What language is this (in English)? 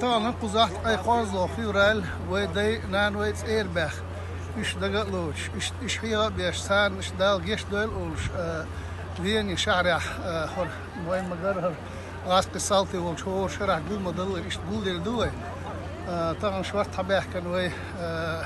Chechen